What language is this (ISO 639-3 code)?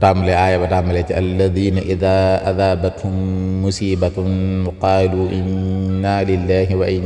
wol